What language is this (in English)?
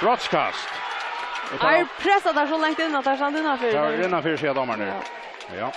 Faroese